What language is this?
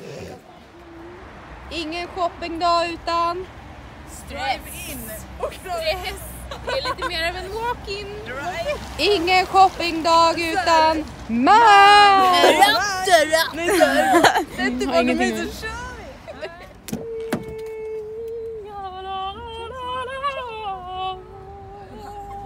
Swedish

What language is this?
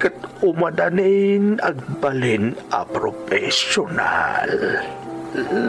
Iloko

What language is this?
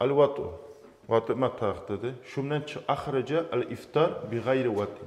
Kumyk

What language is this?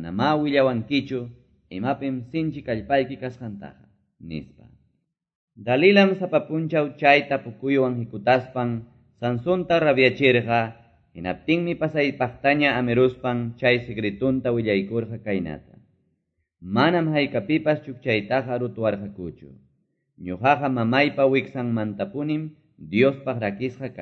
Quechua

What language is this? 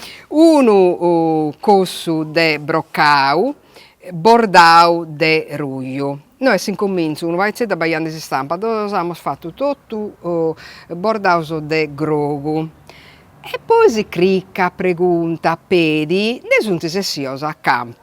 Sardinian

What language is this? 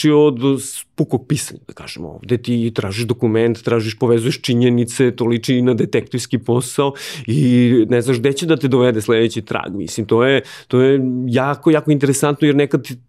Serbian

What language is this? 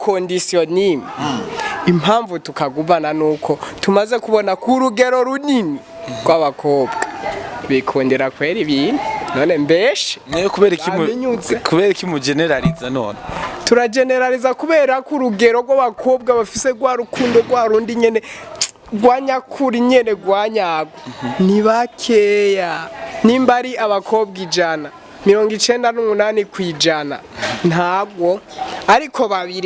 Rundi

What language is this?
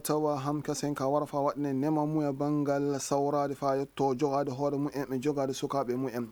Fula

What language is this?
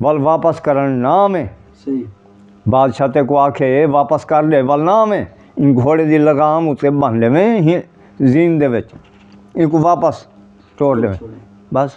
Saraiki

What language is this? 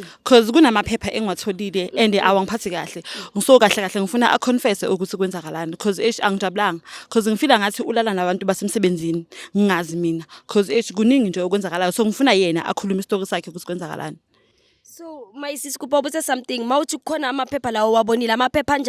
Zulu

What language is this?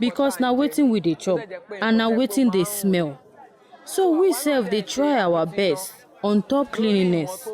Nigerian Pidgin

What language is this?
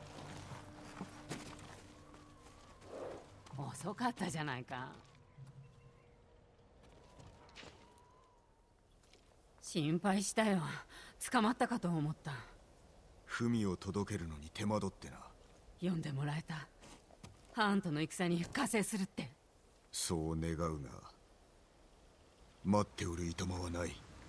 Japanese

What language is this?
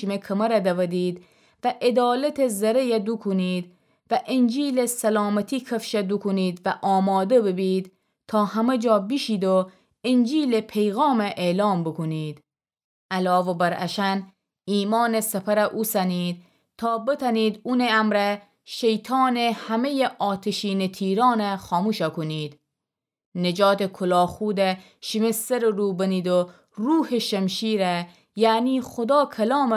Gilaki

